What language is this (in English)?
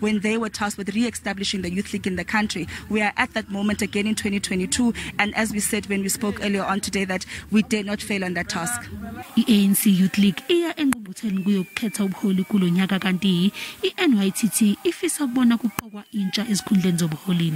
Zulu